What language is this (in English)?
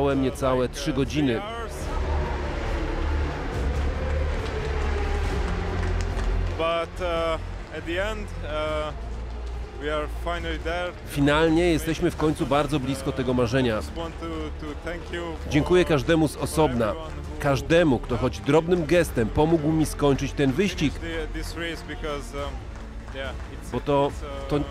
Polish